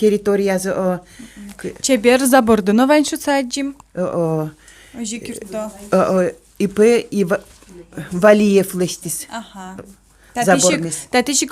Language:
Udmurt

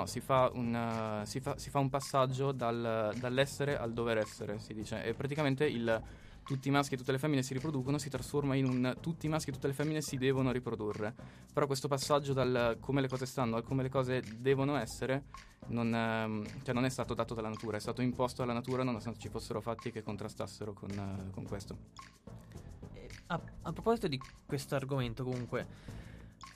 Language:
Italian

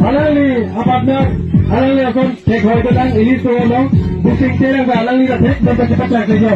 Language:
Karbi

